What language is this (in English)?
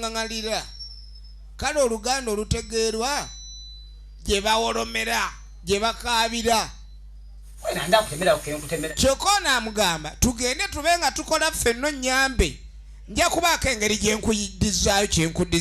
Soga